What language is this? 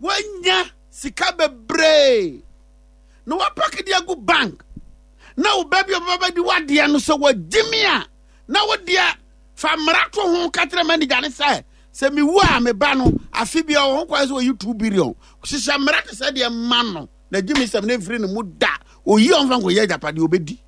Akan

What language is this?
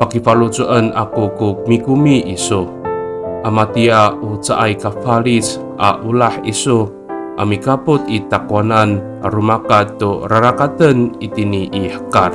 Amis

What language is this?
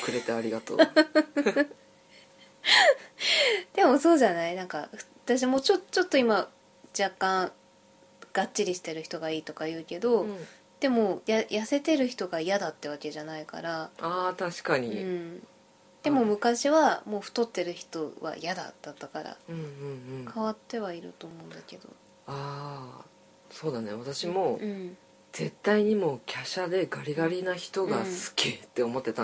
Japanese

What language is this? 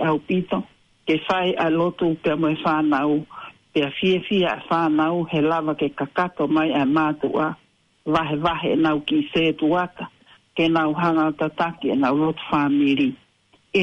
Tongan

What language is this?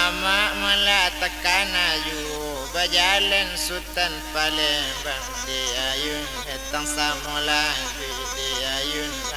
Minangkabau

